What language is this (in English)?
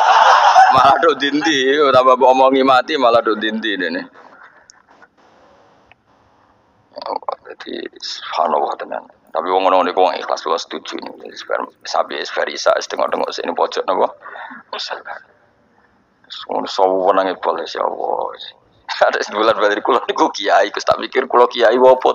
Javanese